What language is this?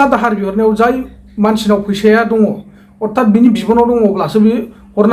Bodo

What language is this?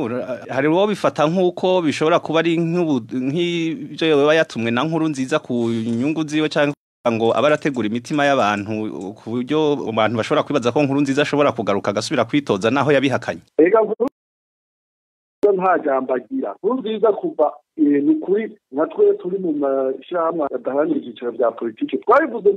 Rundi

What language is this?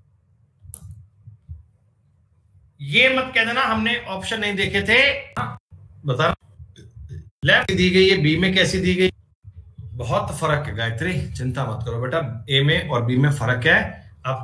Hindi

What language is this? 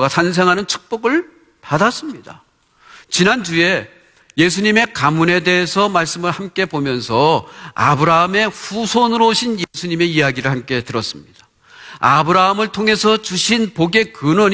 Korean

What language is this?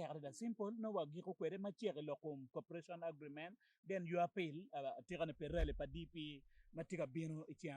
Acoli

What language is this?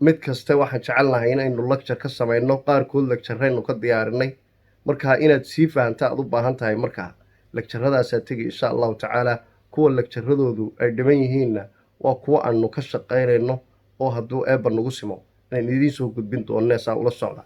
Somali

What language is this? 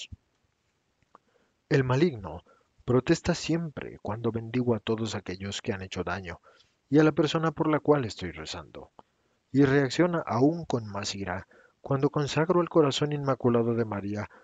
Spanish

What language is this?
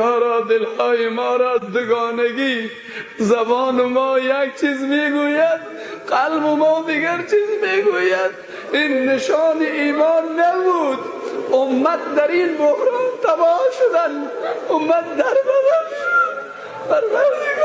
Persian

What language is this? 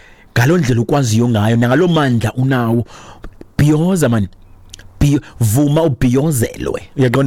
Xhosa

